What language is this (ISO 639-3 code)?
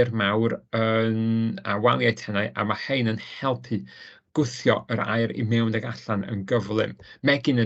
cym